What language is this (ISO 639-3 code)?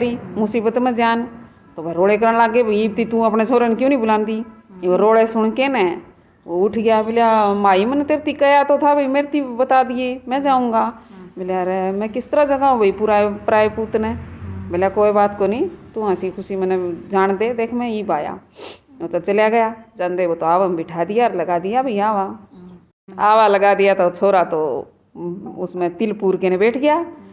bgc